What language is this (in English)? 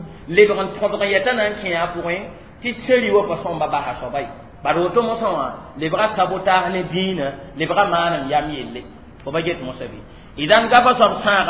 Mossi